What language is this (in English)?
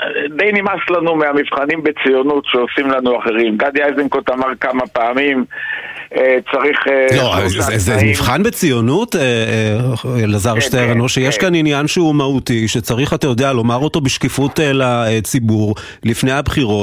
Hebrew